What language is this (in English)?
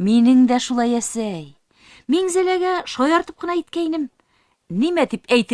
Bashkir